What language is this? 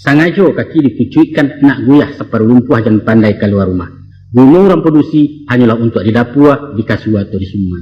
Minangkabau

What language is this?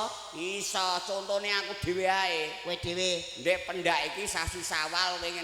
Javanese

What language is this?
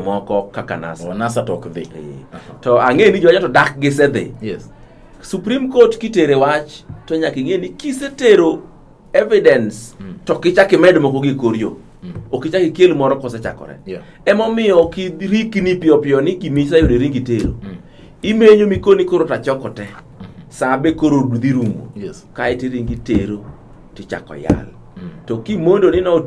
Luo (Kenya and Tanzania)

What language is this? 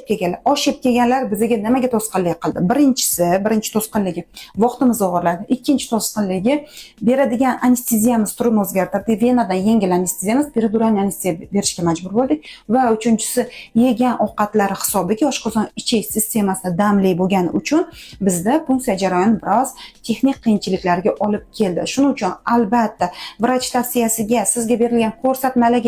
Uzbek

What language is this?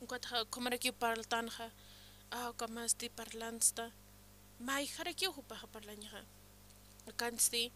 Aymara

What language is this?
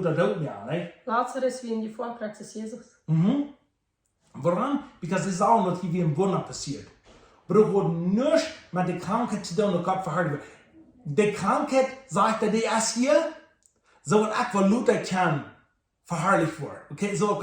Plautdietsch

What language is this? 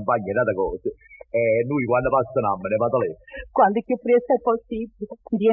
Neapolitan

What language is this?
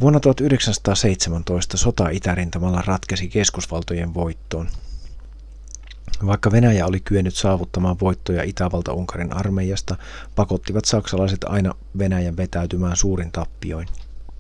Finnish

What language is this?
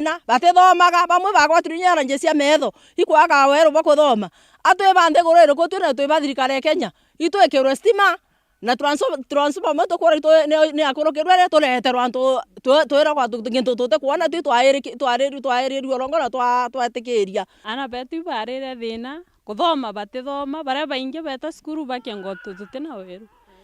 Meru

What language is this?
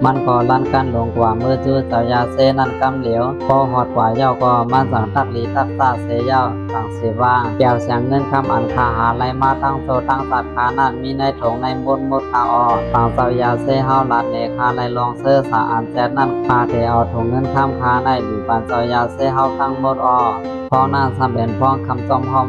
Shan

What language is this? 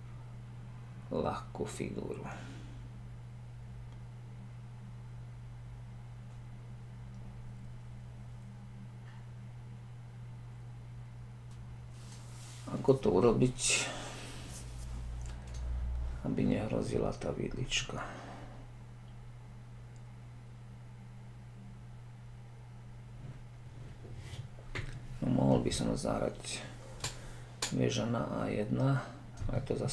Slovak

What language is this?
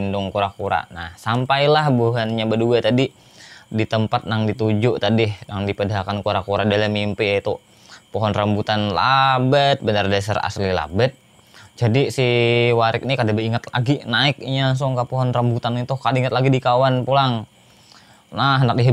Banjar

